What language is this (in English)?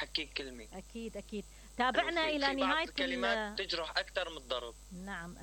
Mesopotamian Arabic